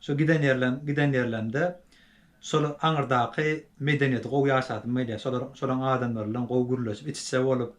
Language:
Turkmen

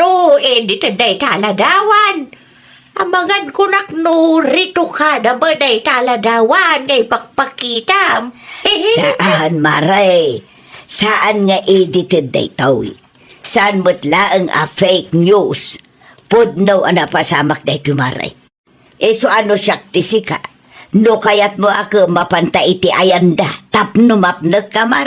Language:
Iloko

